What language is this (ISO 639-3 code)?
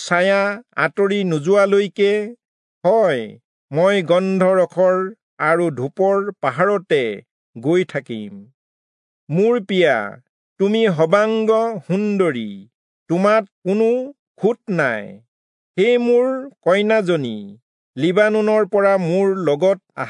asm